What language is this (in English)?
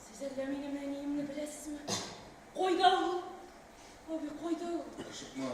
Tatar